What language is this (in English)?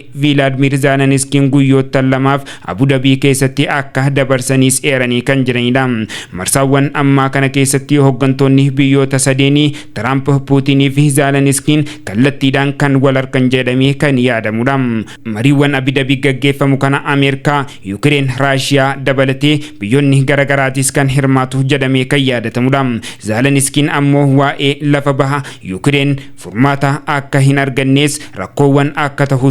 Oromo